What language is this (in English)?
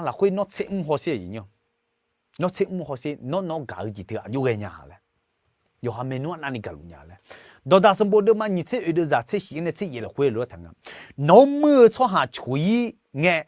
Akha